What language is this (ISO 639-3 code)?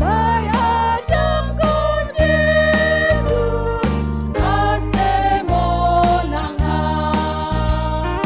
bts